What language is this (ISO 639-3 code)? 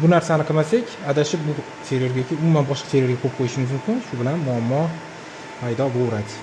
uzb